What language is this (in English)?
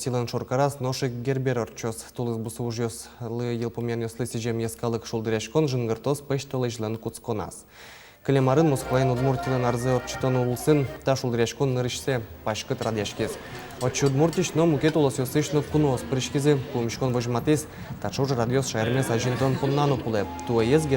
Udmurt